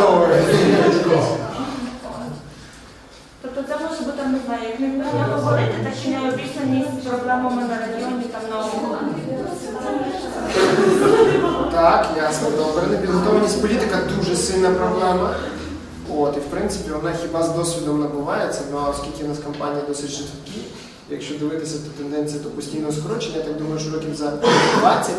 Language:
Ukrainian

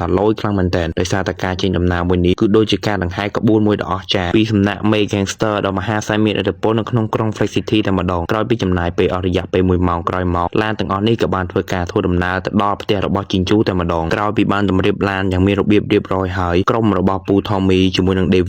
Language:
Khmer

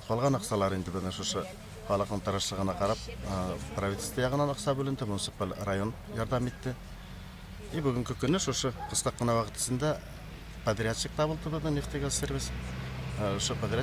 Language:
Bashkir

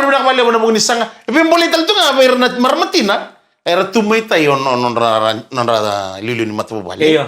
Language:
Fijian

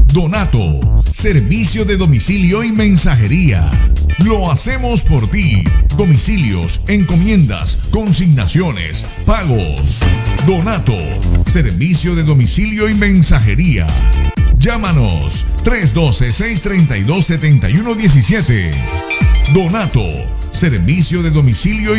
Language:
Spanish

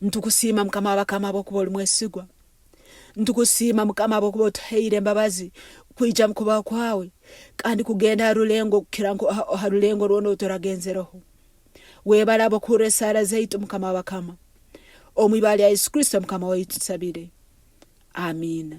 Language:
Nyankole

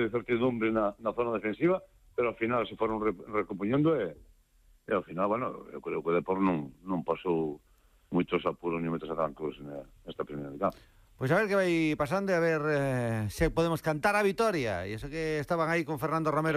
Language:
Galician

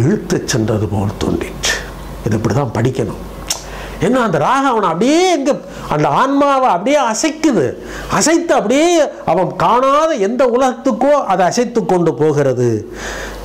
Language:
Tamil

